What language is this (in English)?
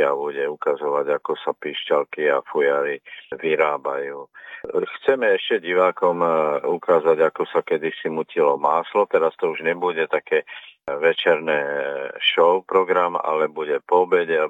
Slovak